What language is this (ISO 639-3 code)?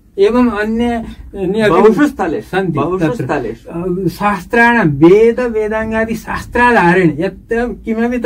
san